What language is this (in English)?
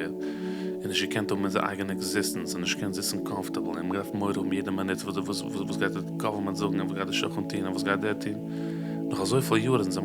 Yiddish